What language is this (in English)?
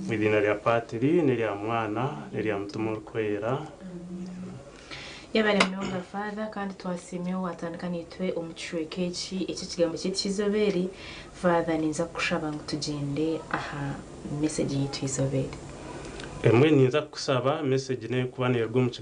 Nyankole